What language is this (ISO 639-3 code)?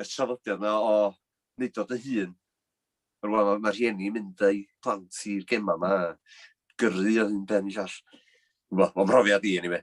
cym